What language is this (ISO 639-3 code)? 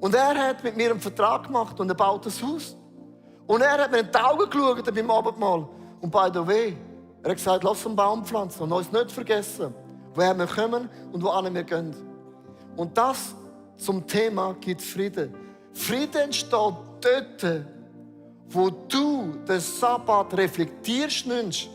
gsw